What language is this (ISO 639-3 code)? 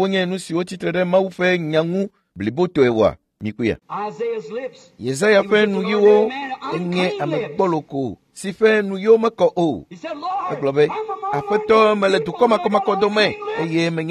ewe